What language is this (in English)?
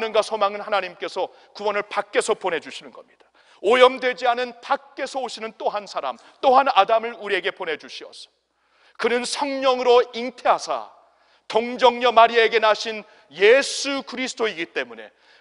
Korean